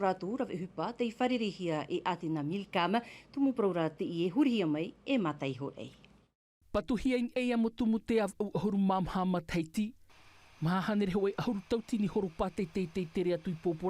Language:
Tahitian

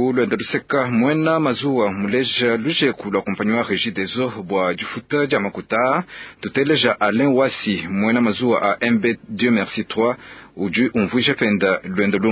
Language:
Luba-Lulua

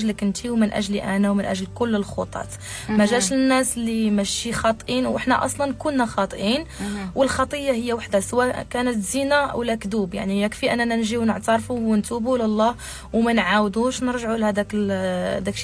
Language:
Moroccan Arabic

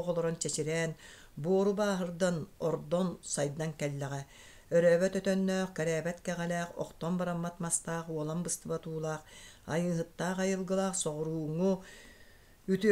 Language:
Yakut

